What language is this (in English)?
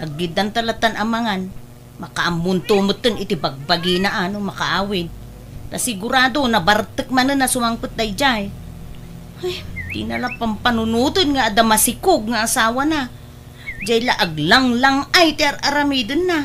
Iloko